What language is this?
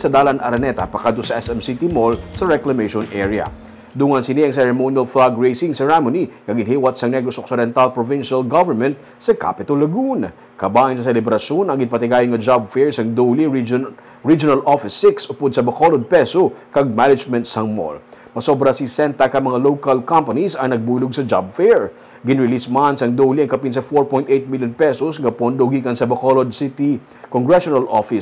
Hiligaynon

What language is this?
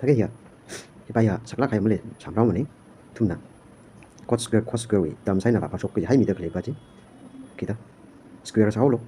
Tangkhul Naga (India)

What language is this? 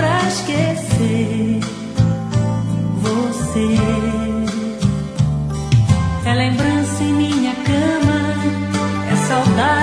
Portuguese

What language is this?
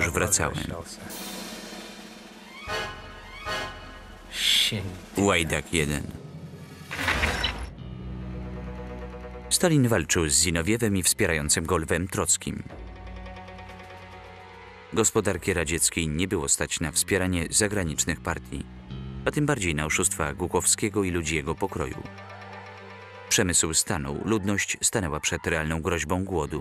Polish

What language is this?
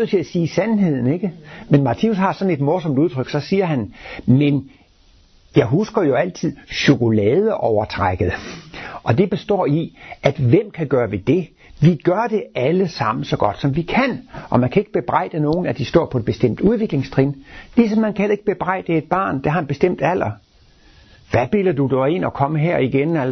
Danish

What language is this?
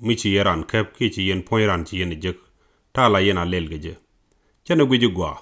Nuer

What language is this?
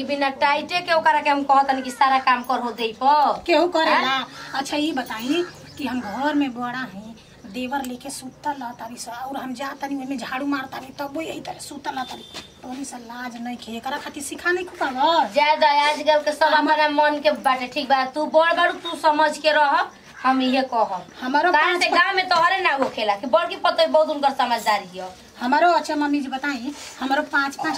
Bhojpuri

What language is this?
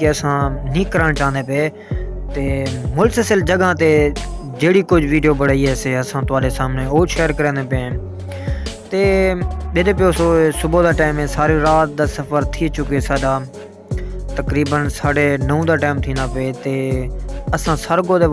Saraiki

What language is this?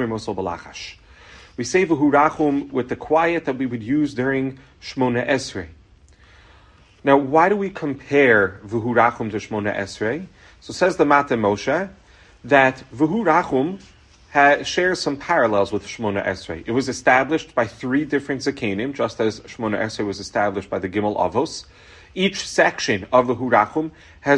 English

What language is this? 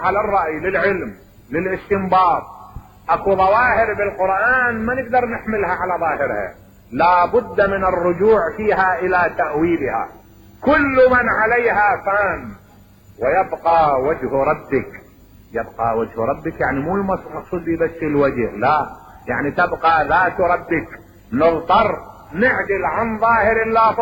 Mesopotamian Arabic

